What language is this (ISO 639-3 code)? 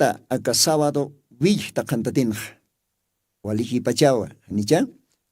aym